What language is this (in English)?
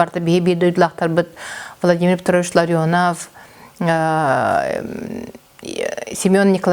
Yakut